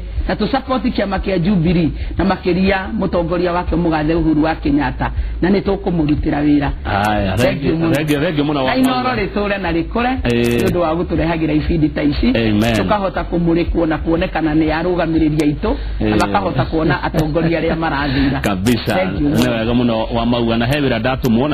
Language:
Kikuyu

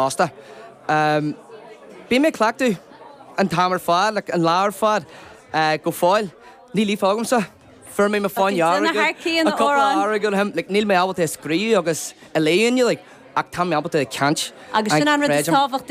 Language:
Irish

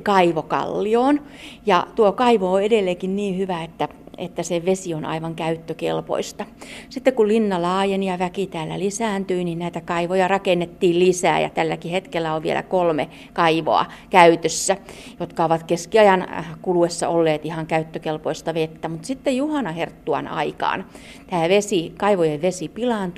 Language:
Finnish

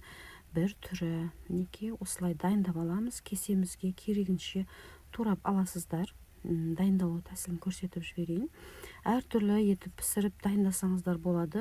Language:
Kazakh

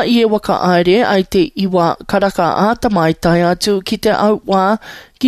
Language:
Māori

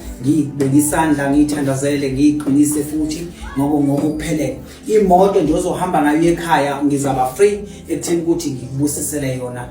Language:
Zulu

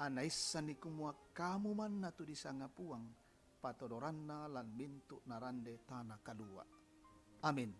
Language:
Toraja-Sa'dan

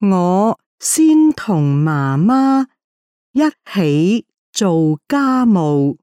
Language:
Cantonese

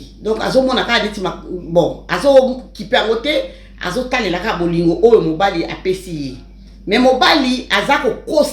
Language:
Lingala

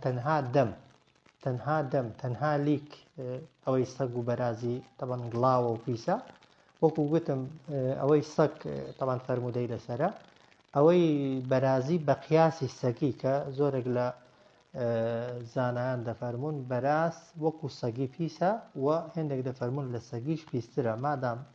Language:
Central Kurdish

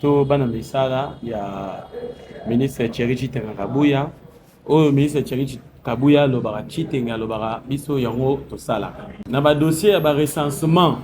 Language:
Lingala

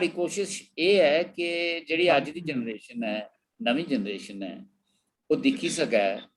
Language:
Dogri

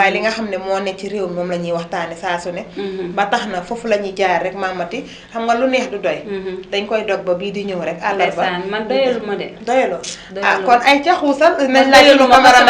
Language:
Wolof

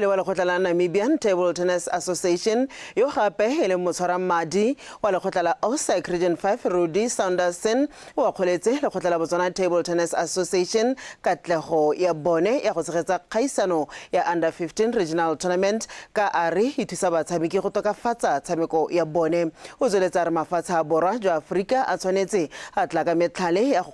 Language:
Tswana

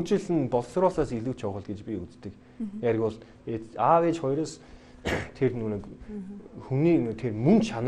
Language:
Mongolian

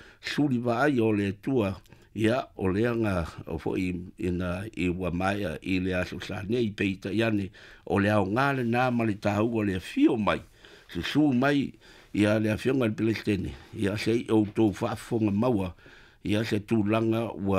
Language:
Samoan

